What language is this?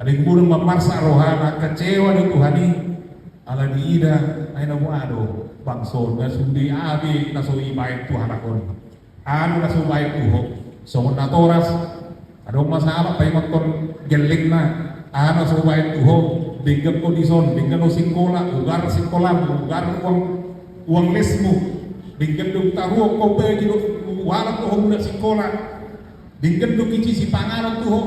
Batak Toba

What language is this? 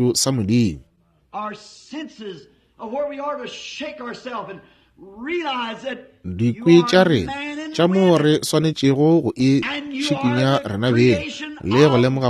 Northern Sotho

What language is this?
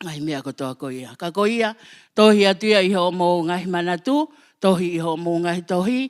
Tongan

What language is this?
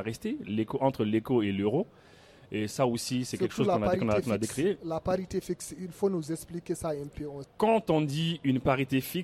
French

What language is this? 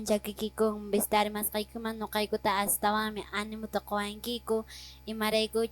Quechua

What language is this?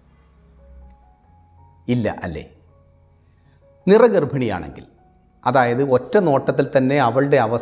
Malayalam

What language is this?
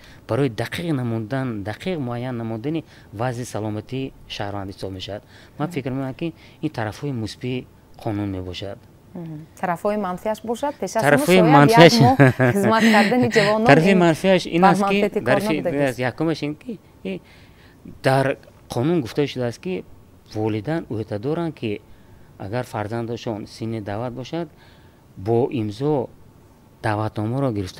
Tajik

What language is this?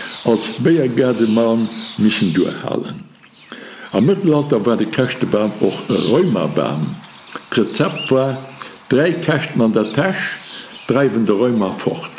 Luxembourgish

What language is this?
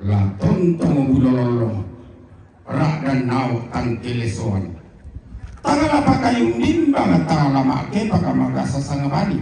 Toraja-Sa'dan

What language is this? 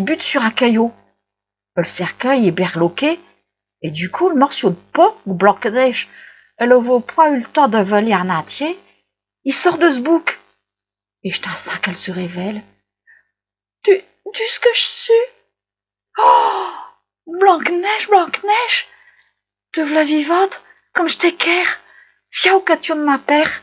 Picard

